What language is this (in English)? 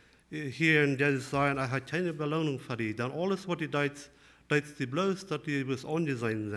Plautdietsch